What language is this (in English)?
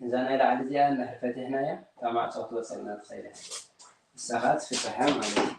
Tigrinya